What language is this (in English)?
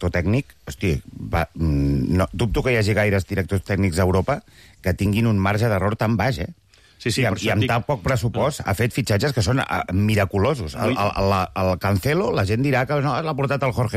Catalan